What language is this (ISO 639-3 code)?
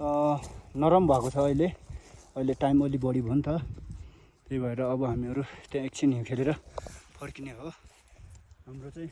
nep